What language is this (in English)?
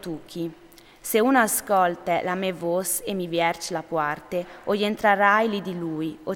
Friulian